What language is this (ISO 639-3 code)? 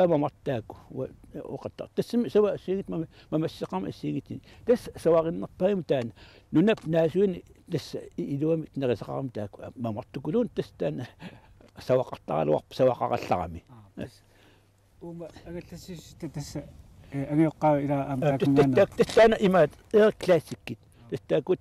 kal